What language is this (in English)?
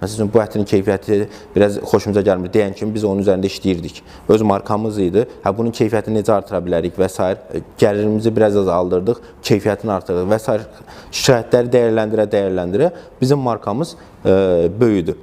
Azerbaijani